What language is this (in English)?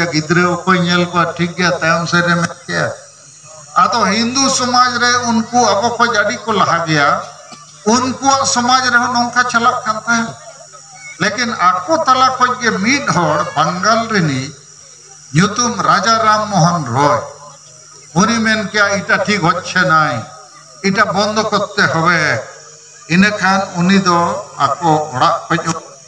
Santali